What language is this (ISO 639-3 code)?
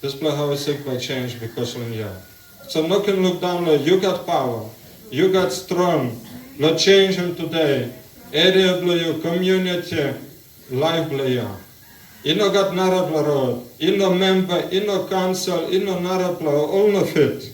tpi